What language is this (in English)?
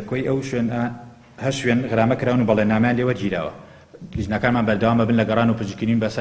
Central Kurdish